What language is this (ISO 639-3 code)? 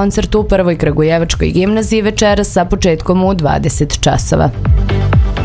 srp